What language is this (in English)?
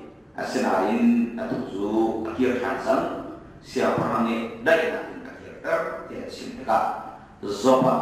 Hakha Chin